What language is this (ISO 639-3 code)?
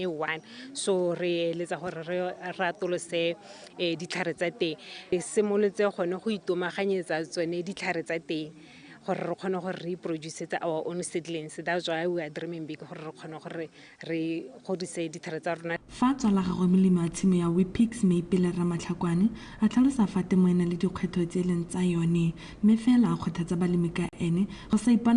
tsn